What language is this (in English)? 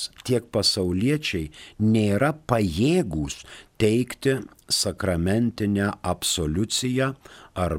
Lithuanian